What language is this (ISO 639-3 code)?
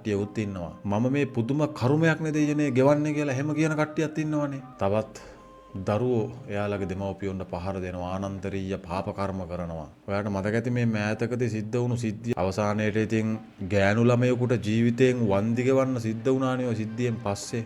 sin